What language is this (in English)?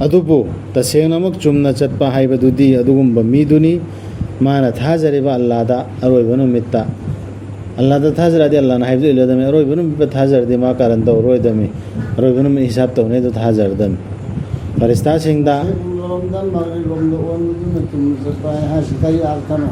Manipuri